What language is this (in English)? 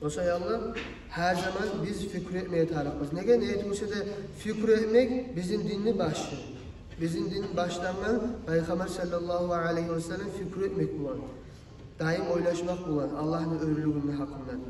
Kumyk